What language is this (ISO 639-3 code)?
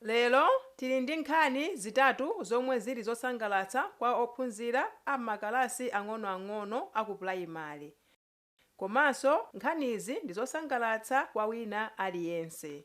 nya